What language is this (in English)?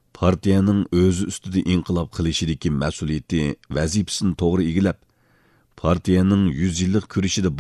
Uyghur